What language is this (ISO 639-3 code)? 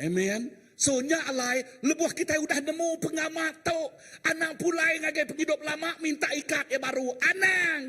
iba